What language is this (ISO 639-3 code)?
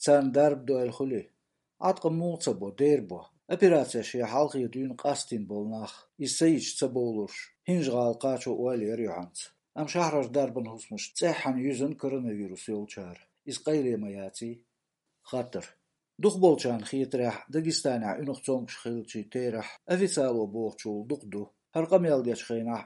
lav